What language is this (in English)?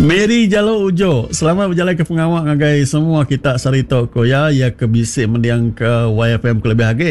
Iban